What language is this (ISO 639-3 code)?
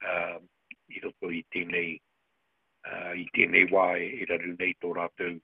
mri